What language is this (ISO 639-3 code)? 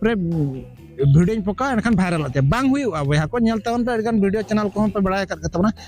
sat